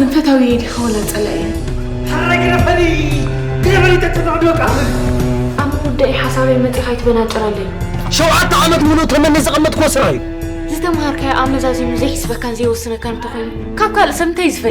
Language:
Tigrinya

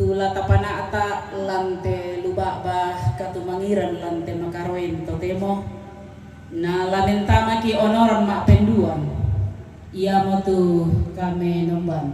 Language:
Toraja-Sa'dan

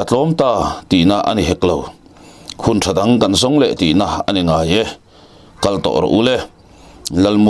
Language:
Mizo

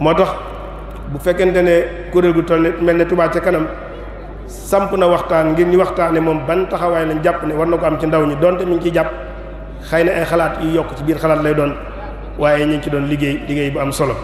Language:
Wolof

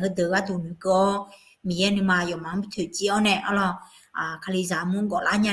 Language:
Akha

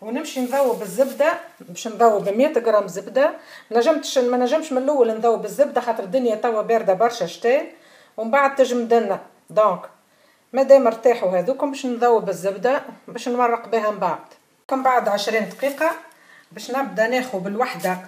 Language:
Tunisian Arabic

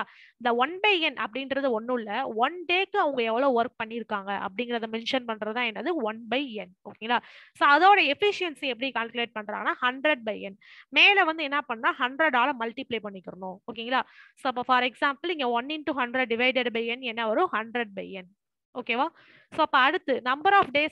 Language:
Tamil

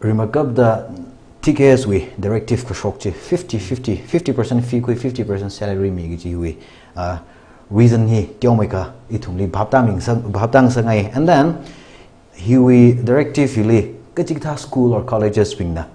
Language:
Tangkhul Naga (India)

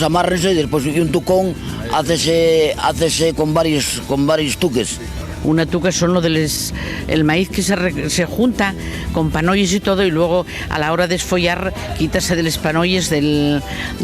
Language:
Asturian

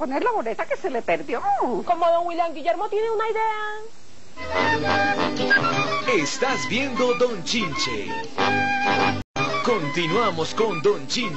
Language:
Spanish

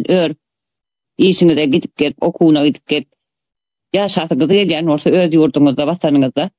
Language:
Turkmen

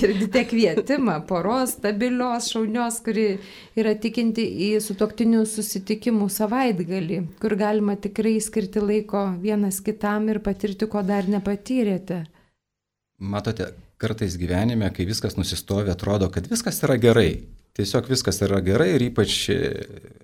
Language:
Lithuanian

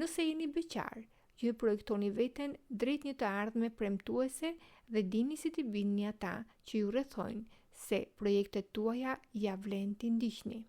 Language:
Albanian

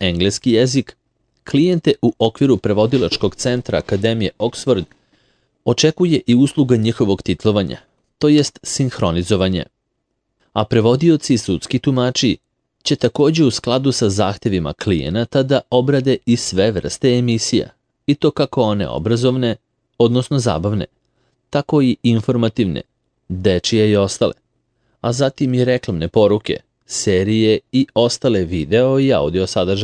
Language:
Serbian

